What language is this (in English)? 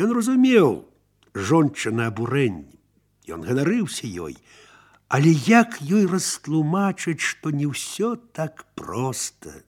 Belarusian